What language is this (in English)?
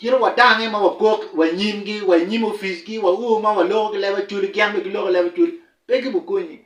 Acoli